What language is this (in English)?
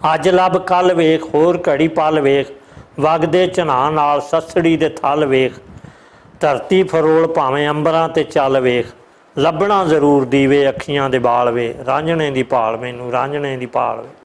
Western Panjabi